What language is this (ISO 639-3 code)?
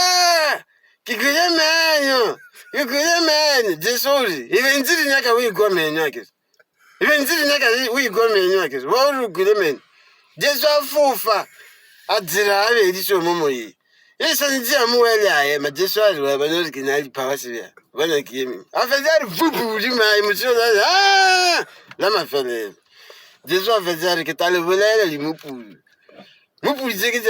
nso